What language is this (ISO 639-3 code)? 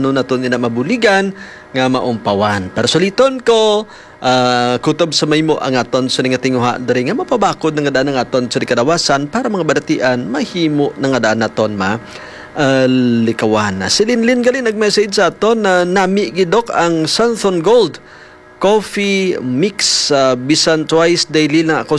hil